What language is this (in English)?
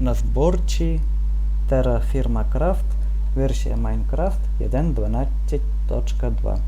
Rusyn